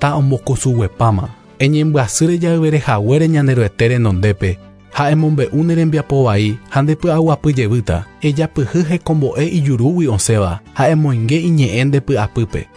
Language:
Guarani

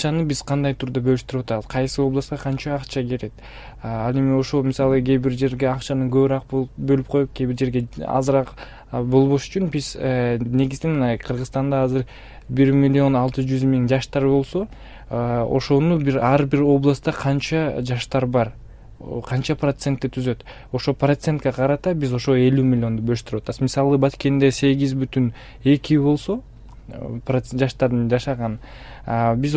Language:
Kyrgyz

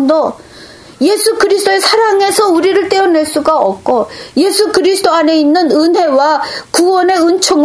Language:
Korean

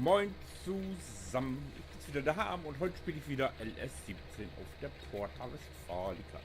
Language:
Low German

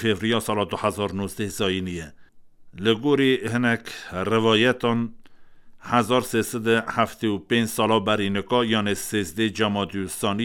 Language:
Kurdish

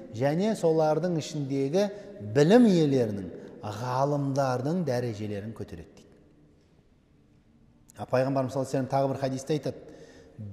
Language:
Kazakh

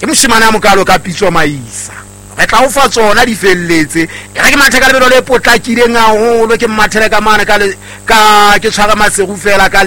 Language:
Southern Sotho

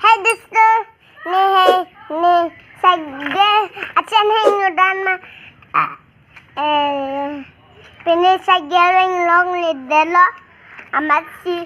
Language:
Karbi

